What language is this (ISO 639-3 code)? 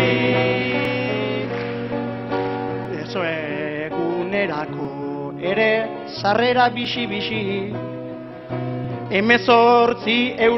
eus